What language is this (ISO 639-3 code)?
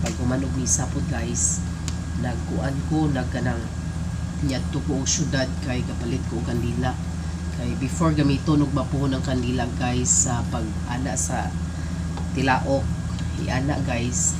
ceb